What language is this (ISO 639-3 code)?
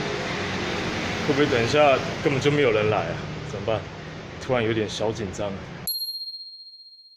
zho